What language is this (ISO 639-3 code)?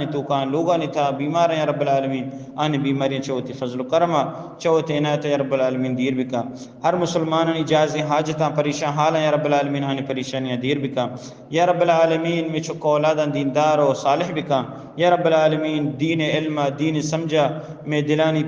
bgp